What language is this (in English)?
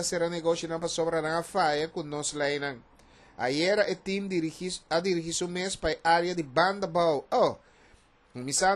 Papiamento